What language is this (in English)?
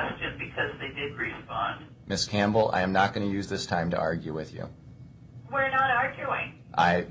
English